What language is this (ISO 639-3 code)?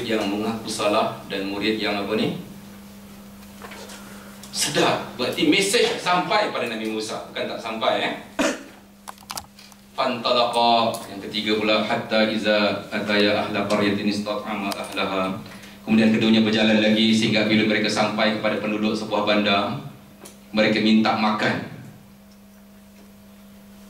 msa